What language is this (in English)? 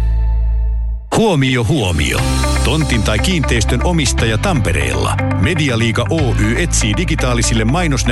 Finnish